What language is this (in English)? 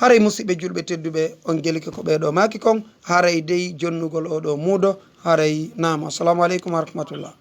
Fula